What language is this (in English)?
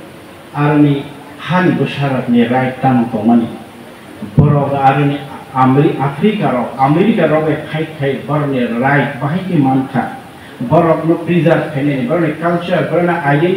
Kok Borok